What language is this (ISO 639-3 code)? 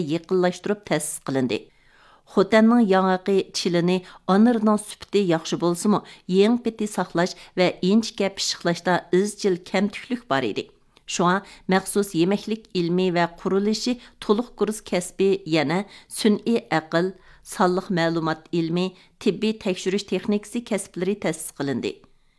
uig